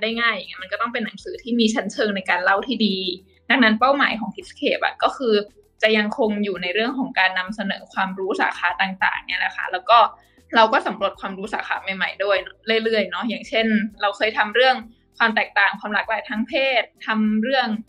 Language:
Thai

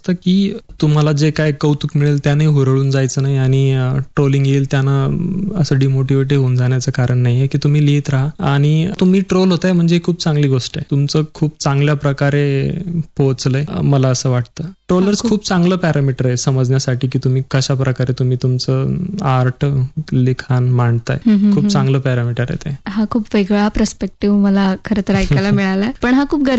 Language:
Marathi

